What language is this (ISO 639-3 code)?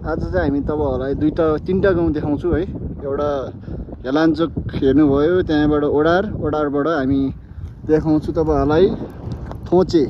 nep